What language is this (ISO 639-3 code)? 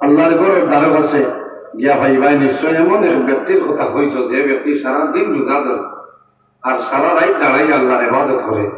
syl